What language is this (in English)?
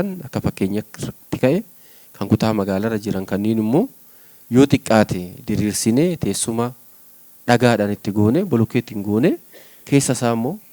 Oromo